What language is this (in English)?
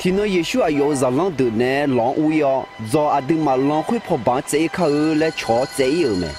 Akha